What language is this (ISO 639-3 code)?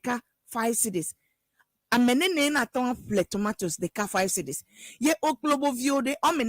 ewe